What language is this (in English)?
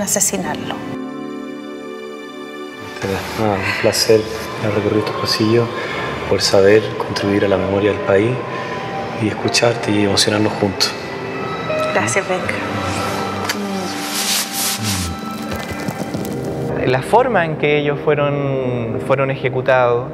Spanish